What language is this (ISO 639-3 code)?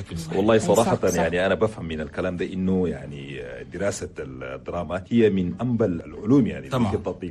shu